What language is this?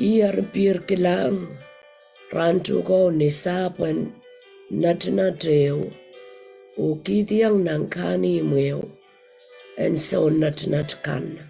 Pohnpeian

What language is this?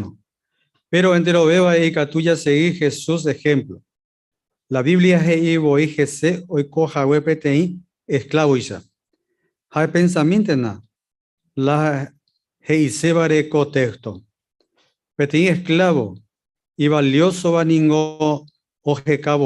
Guarani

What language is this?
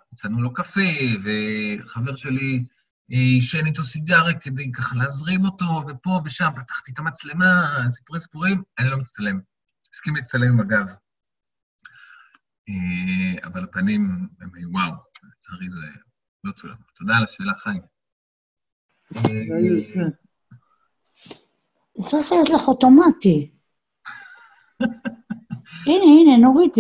Hebrew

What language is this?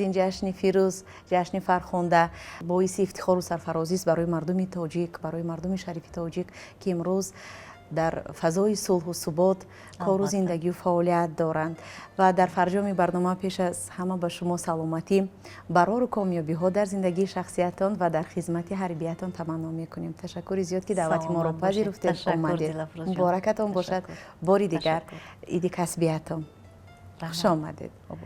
Tajik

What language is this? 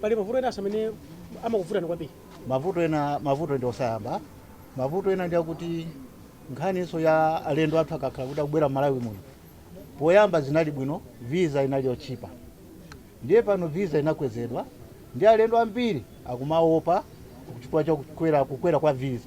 Nyanja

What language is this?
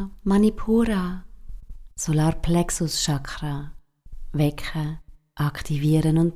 Swiss German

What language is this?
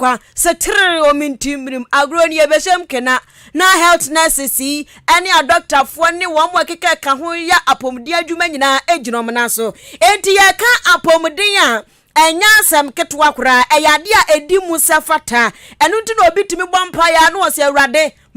Akan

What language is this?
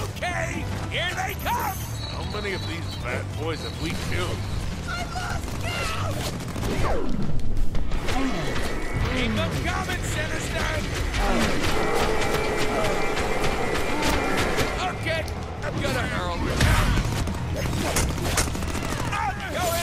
English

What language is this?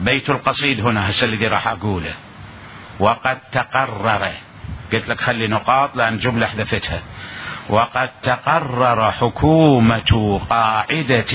Mesopotamian Arabic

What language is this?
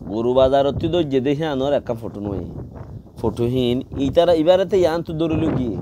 Rohingya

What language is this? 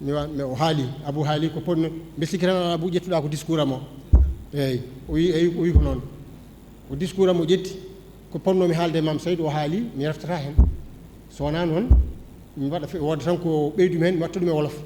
Fula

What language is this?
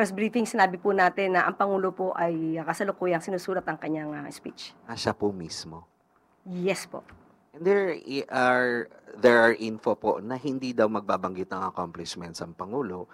Filipino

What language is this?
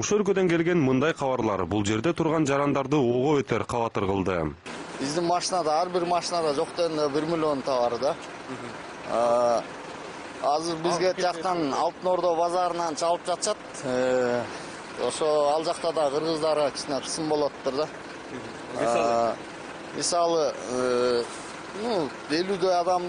Kyrgyz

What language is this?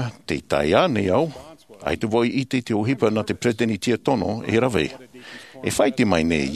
Tahitian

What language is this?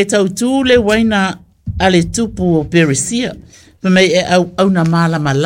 Samoan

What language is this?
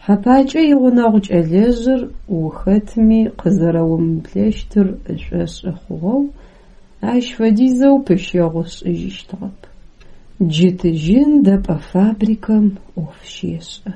Adyghe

